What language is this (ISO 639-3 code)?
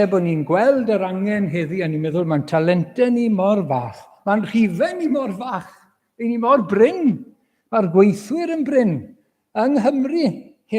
cym